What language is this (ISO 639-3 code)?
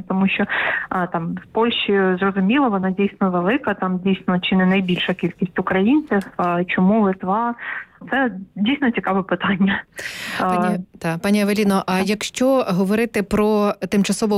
ukr